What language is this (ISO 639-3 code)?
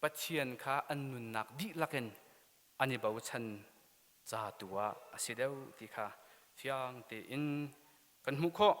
cnh